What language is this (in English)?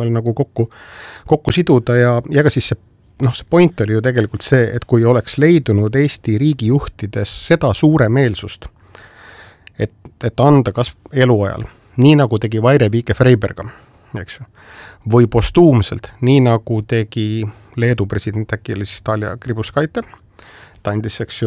Estonian